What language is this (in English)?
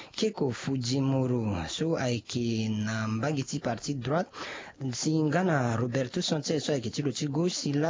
Sango